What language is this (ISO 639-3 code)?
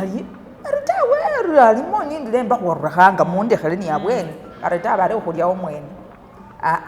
myx